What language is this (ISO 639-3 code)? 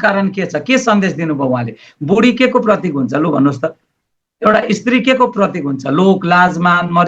nep